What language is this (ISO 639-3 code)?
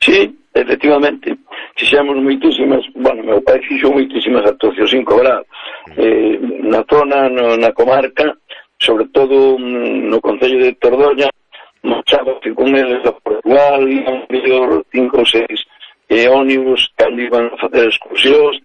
glg